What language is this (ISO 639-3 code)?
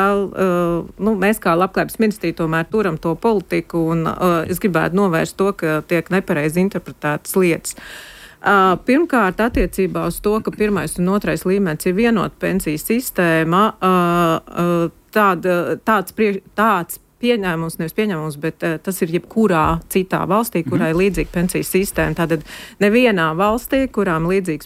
lav